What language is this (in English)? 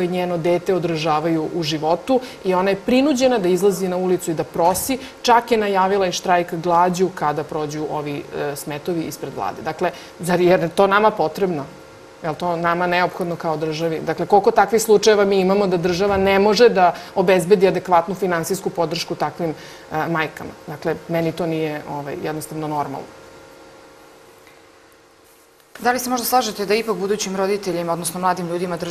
Serbian